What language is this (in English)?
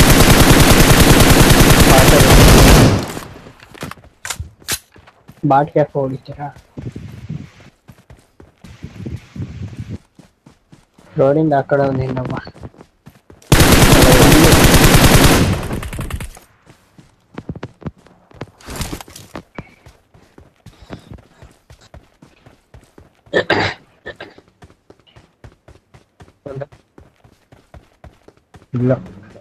Kannada